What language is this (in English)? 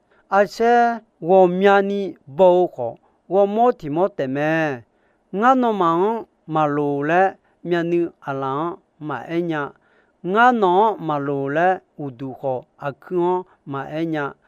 Akha